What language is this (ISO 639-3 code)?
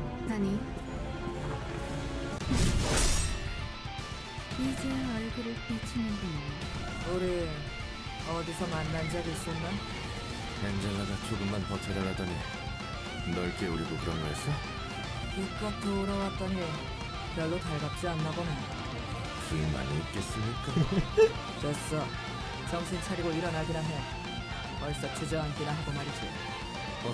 kor